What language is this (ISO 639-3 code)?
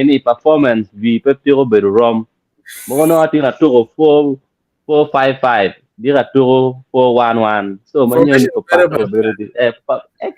ach